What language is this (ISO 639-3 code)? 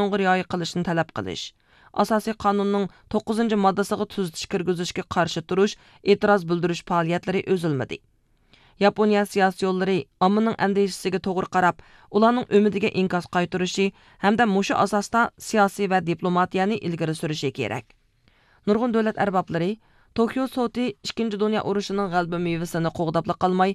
uig